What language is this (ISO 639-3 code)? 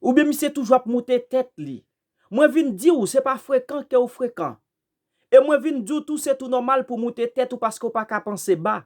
hat